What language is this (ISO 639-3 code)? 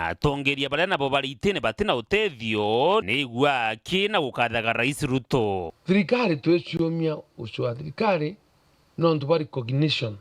mer